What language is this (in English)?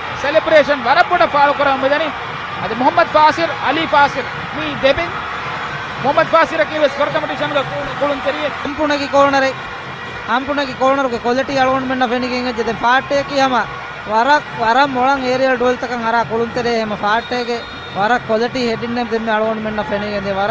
Divehi